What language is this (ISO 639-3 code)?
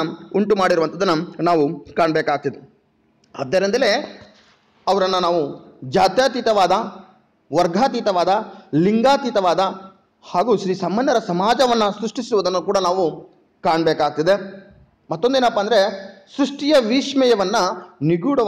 kan